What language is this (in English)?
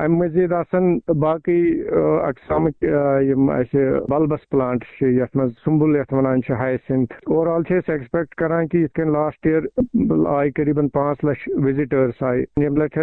Kashmiri